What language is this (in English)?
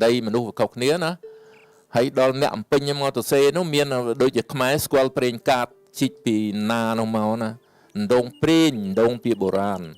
Khmer